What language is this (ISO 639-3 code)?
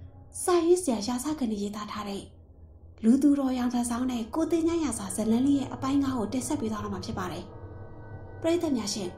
mya